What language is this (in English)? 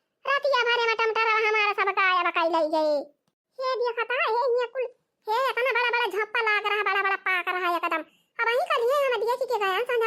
Awadhi